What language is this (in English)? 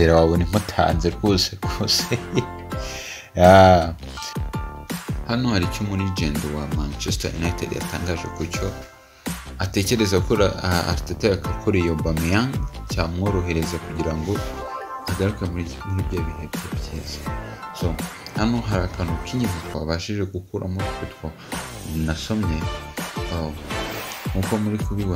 Kinyarwanda